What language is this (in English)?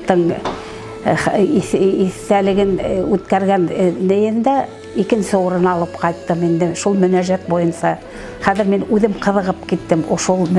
Bashkir